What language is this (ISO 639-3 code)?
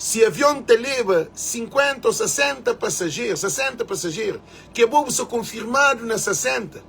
kea